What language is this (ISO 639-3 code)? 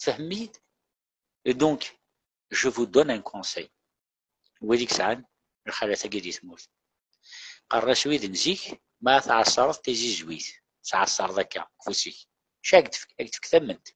kab